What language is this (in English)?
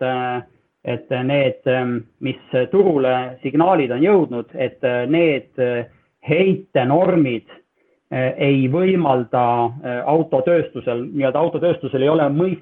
Estonian